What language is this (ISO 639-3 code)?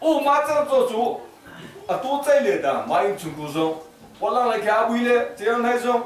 cnh